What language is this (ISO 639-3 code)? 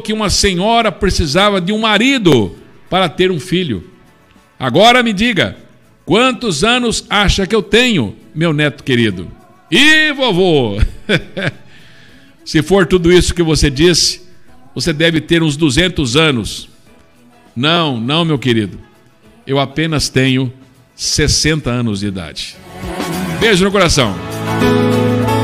por